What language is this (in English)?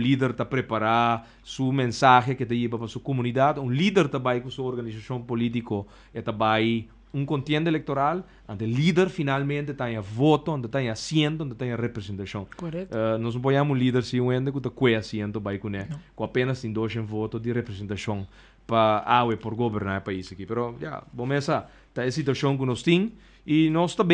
Papiamento